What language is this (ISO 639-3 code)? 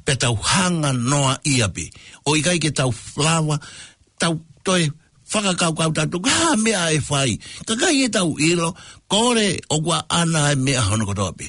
ton